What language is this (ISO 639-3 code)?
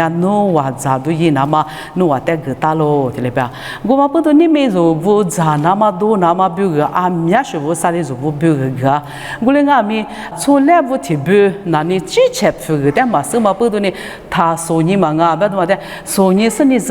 lis